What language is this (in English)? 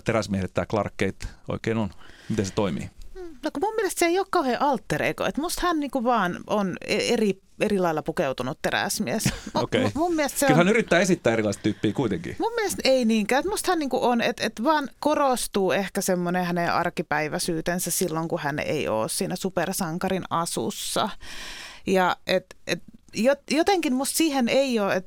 Finnish